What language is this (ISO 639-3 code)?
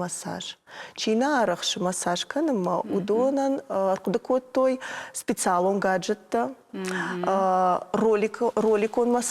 oss